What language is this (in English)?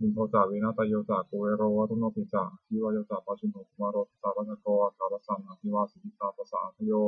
Pali